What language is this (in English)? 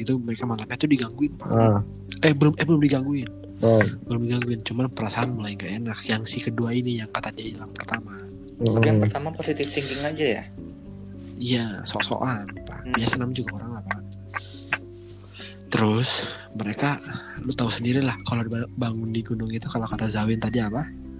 Indonesian